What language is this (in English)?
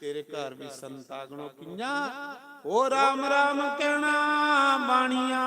Dogri